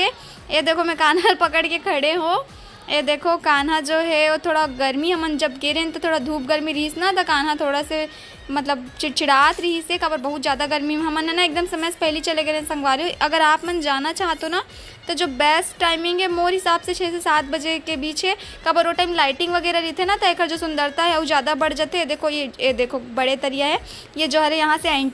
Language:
Chhattisgarhi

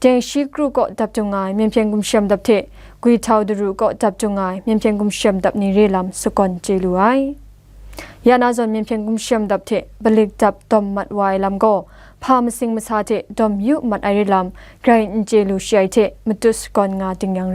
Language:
Kachin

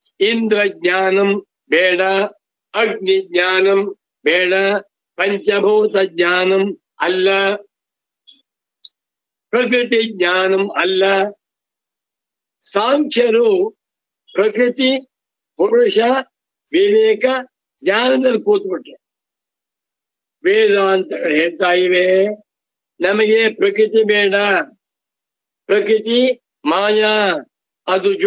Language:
Kannada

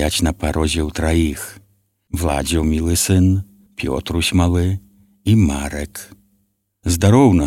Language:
Belarusian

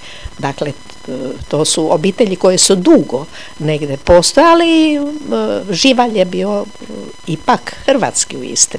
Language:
Croatian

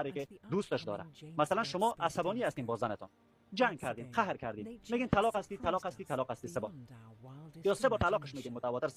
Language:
Persian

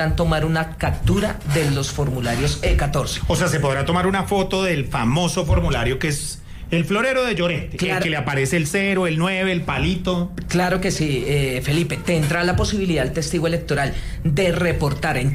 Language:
Spanish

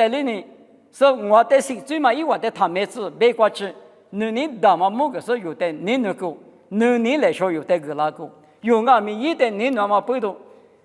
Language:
Lisu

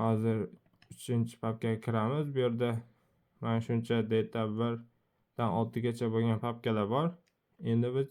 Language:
Uzbek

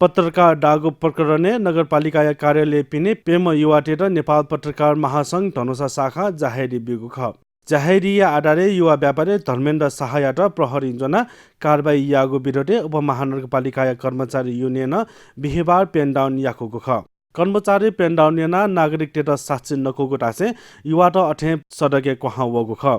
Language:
Newari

